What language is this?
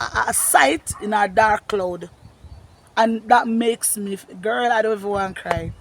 Jamaican Creole English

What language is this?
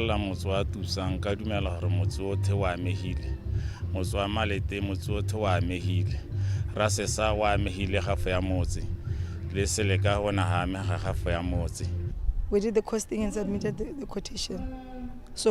Tswana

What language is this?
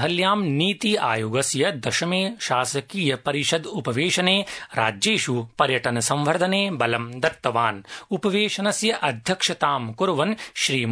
Sanskrit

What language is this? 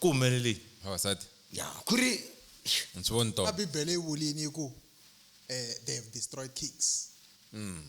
Tsonga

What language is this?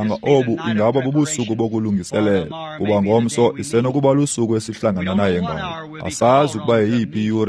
Xhosa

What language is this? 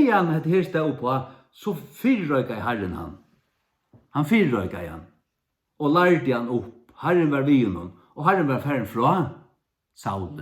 Faroese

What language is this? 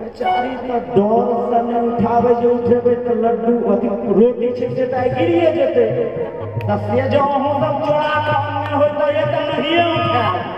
Maithili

